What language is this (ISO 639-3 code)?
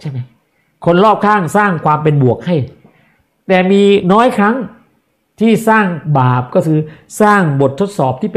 tha